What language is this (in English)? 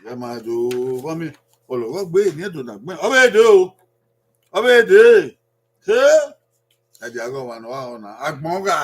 Bini